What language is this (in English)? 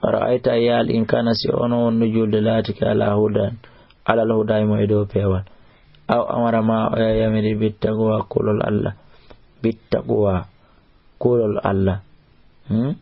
Fula